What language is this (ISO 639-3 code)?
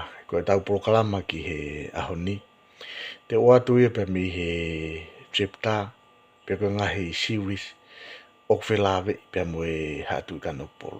ton